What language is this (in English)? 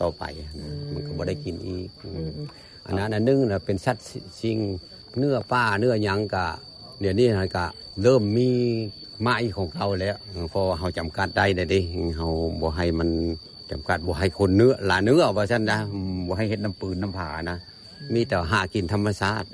Lao